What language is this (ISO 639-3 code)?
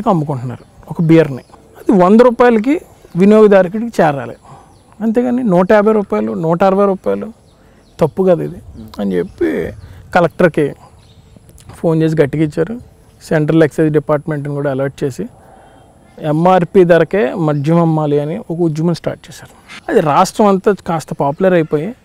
tel